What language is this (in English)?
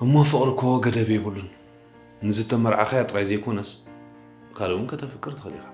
Tigrinya